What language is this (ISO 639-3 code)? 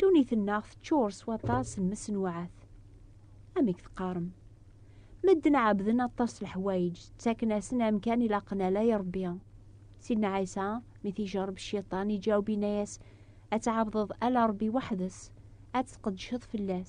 kab